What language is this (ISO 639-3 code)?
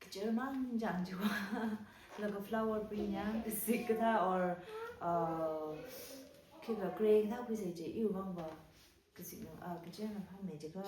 nmf